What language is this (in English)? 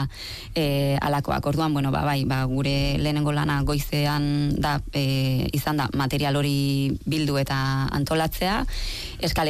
Basque